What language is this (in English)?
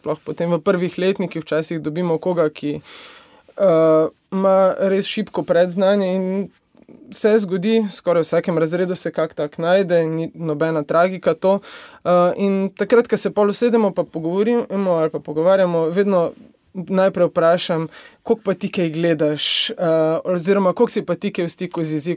Slovenian